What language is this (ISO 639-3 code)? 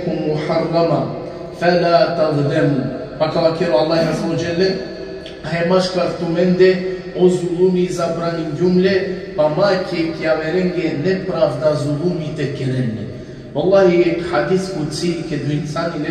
rmn